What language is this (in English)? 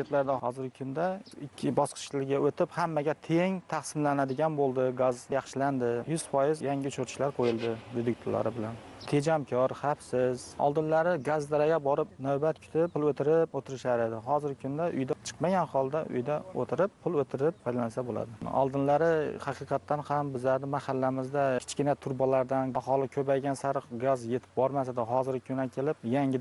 Uzbek